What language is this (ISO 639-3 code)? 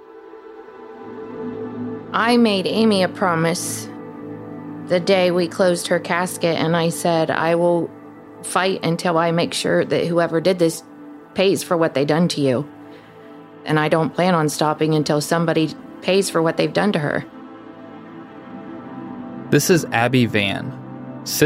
eng